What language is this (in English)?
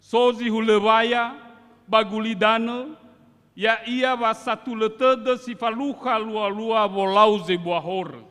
Nias